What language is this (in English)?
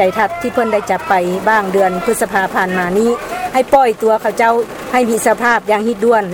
Lao